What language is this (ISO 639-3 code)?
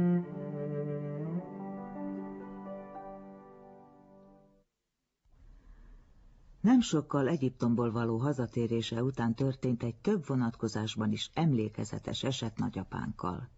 hun